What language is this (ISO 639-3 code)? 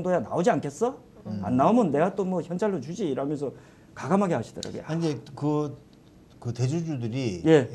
kor